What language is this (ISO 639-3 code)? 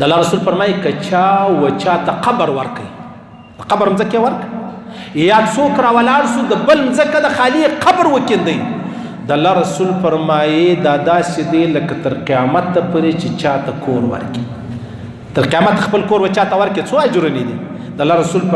pus